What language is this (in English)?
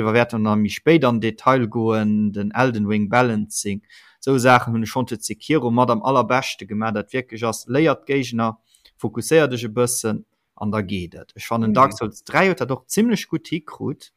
Luxembourgish